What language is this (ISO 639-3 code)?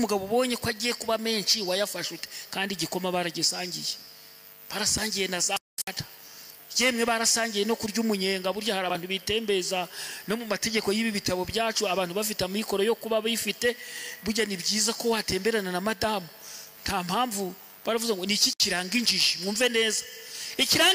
kin